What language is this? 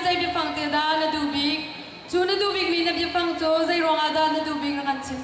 Hakha Chin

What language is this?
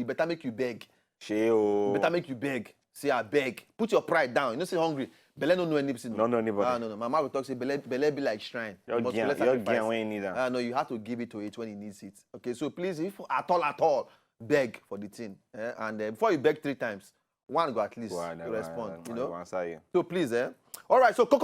Nigerian Pidgin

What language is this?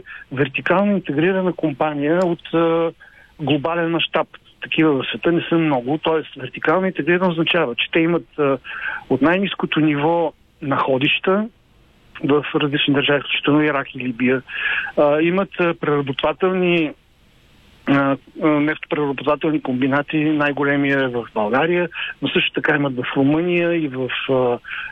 Bulgarian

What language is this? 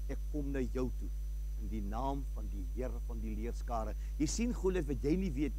Afrikaans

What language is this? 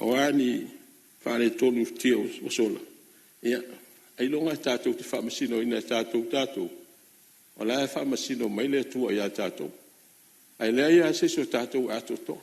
Samoan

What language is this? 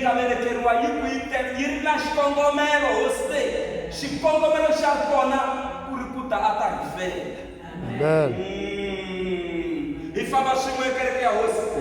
Tsonga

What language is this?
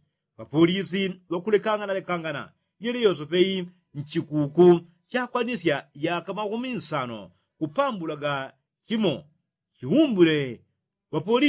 Yao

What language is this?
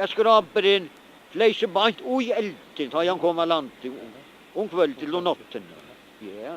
Faroese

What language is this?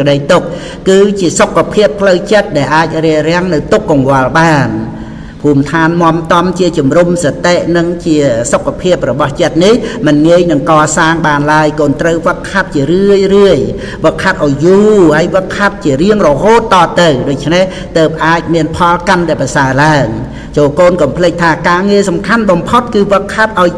Khmer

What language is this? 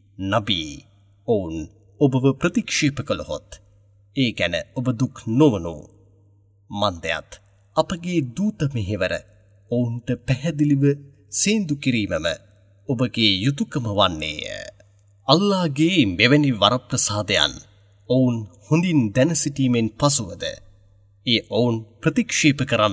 Sinhala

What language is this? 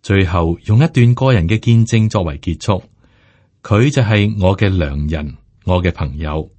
Cantonese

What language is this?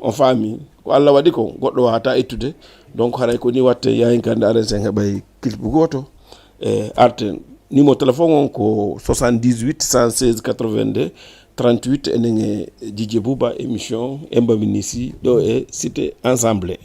Fula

